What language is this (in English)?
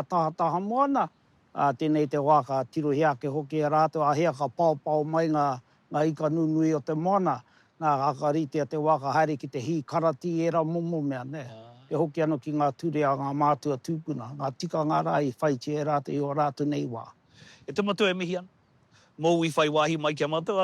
Māori